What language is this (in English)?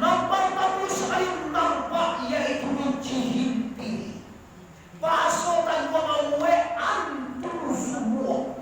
Minangkabau